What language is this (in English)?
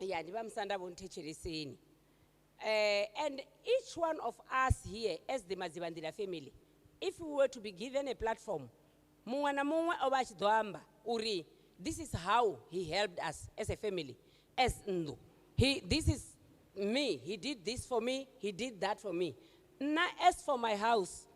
Venda